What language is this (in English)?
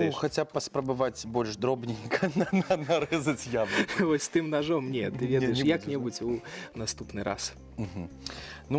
Belarusian